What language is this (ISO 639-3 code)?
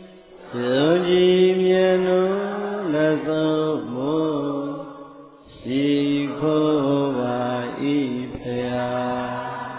mya